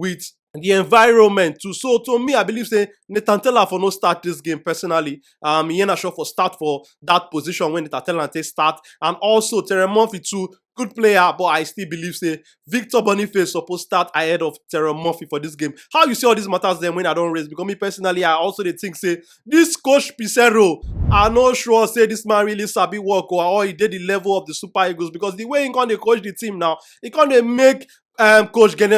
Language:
Nigerian Pidgin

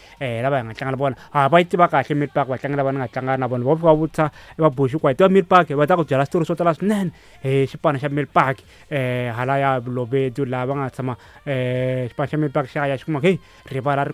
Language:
Tsonga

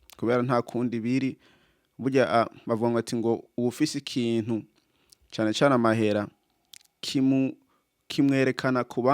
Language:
Rundi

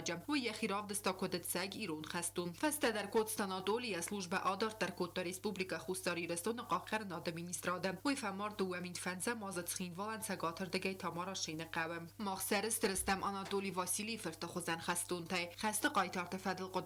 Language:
Ossetic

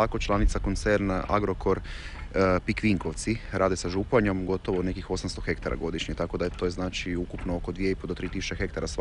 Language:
Croatian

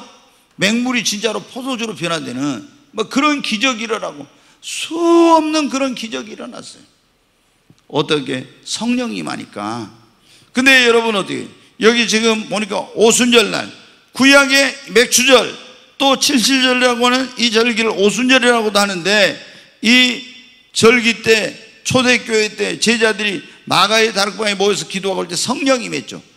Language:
Korean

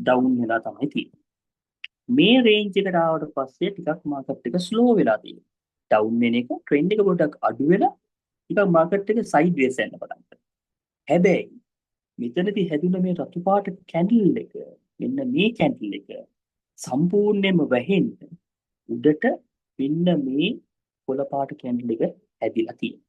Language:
Sinhala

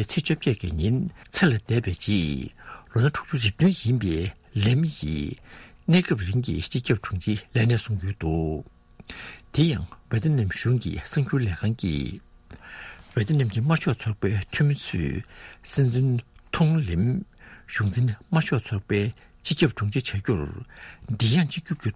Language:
Tibetan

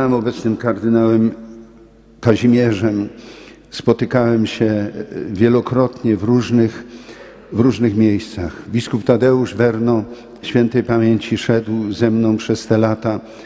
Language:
Polish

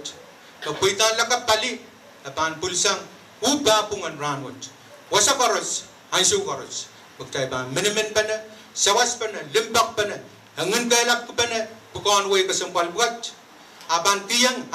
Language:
Pohnpeian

